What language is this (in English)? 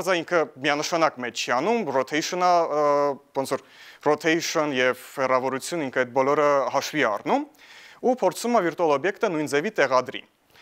Armenian